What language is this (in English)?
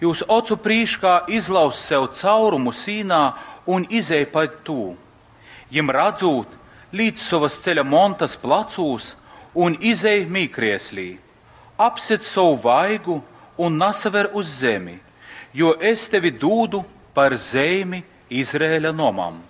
Latgalian